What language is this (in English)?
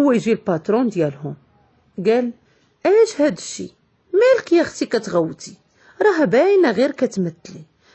Moroccan Arabic